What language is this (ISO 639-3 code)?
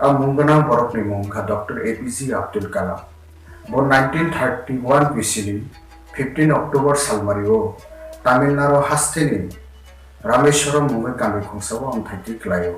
trp